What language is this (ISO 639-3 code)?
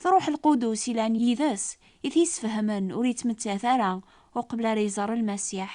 kab